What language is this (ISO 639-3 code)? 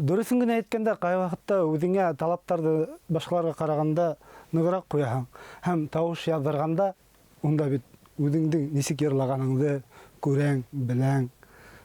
bak